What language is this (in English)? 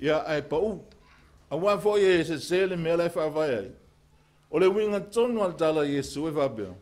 Samoan